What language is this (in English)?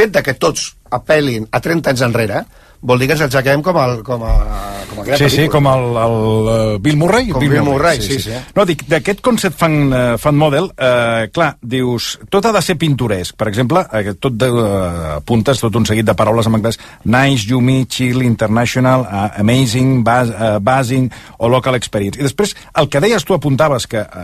Catalan